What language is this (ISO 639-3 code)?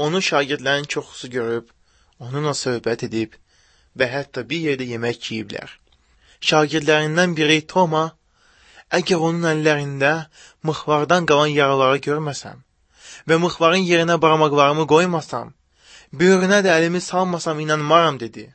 aze